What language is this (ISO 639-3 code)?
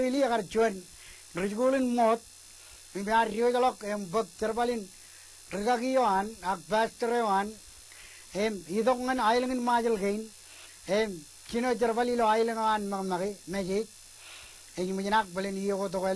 mah